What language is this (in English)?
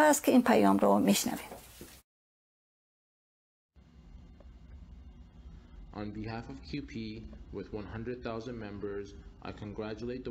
Persian